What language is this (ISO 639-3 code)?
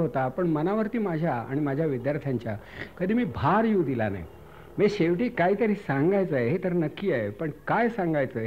mar